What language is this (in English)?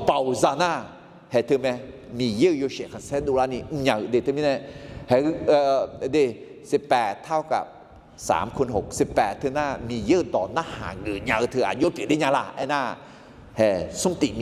Akha